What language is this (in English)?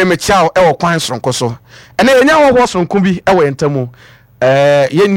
Akan